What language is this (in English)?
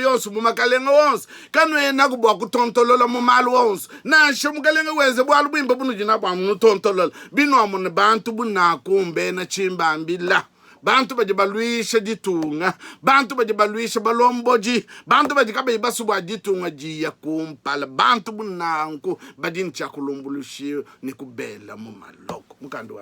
Luba-Lulua